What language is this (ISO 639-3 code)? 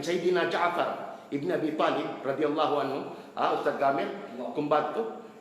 tsg